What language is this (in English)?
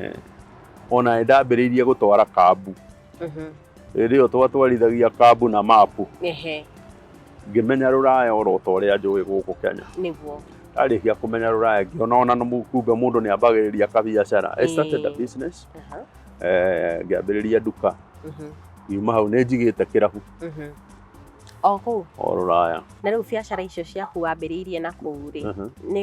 Kikuyu